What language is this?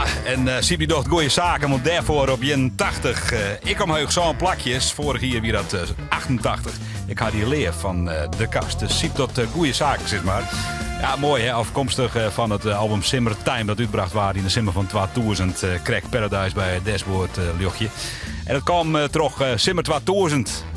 Western Frisian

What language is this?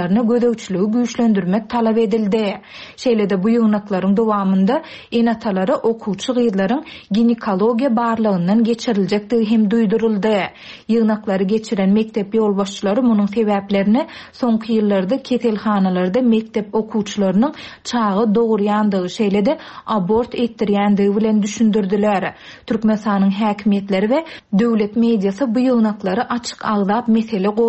Turkmen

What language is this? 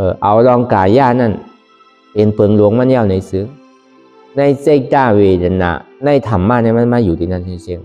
Shan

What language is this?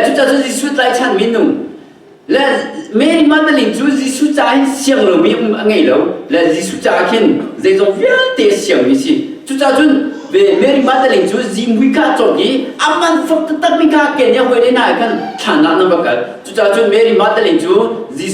Hakha Chin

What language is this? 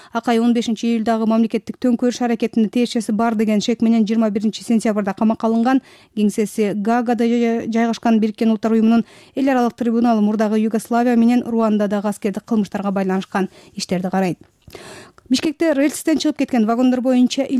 Kyrgyz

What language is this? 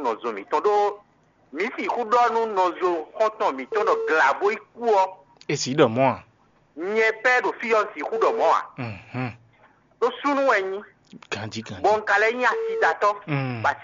Fon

